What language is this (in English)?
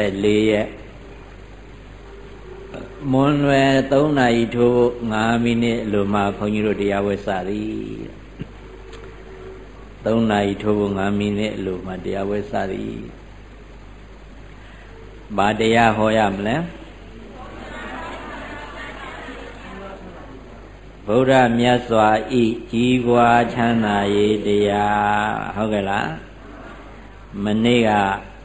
Burmese